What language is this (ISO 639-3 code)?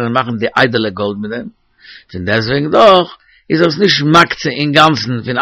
yid